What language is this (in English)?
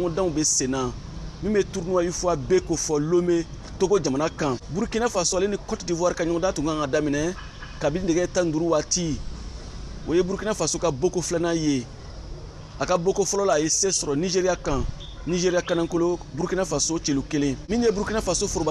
Bambara